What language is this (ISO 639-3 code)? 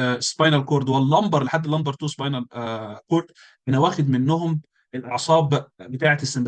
arz